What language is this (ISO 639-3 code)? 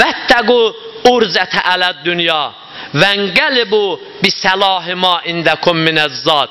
aze